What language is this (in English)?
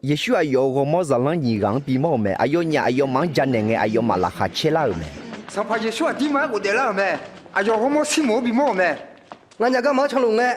Akha